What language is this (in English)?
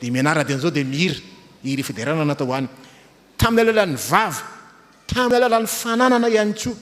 Malagasy